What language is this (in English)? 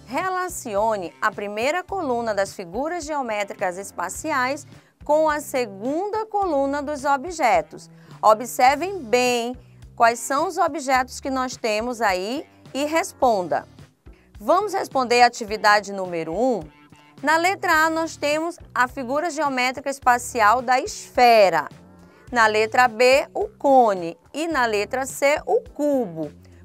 Portuguese